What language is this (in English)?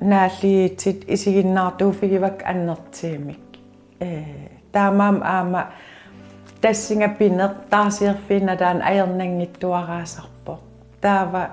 Kalaallisut